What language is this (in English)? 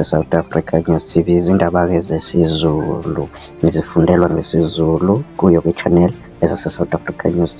Zulu